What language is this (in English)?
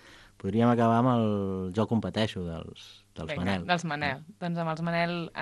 Catalan